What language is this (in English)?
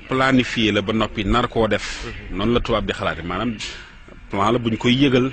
Wolof